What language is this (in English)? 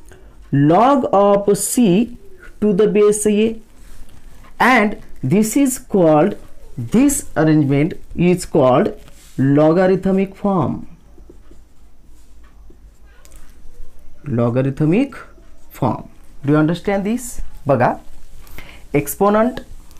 Marathi